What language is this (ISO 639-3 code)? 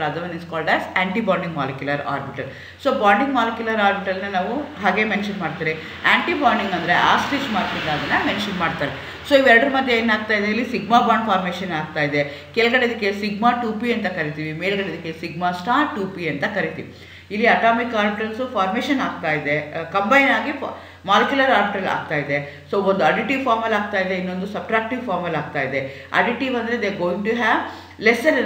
kan